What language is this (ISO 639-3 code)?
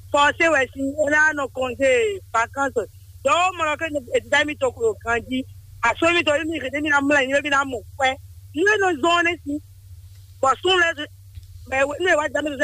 fon